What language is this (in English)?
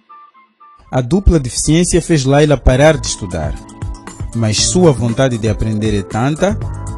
Portuguese